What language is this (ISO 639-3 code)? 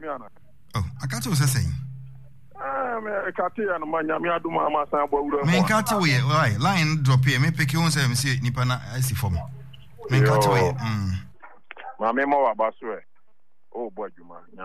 aka